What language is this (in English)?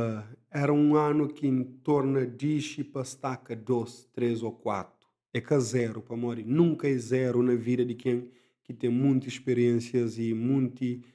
Kabuverdianu